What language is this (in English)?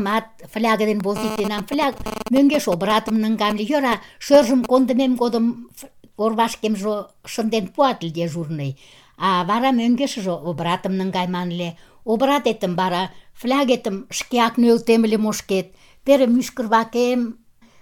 Mari